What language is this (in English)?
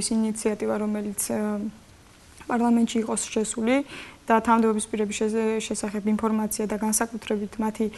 Georgian